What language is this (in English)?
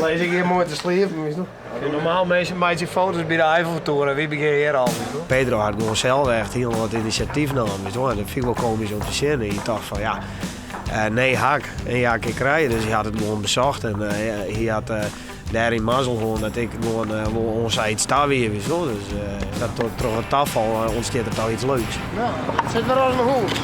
Western Frisian